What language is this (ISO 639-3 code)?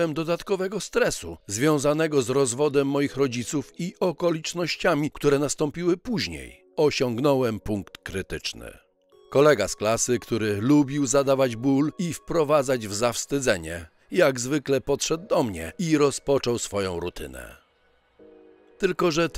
pol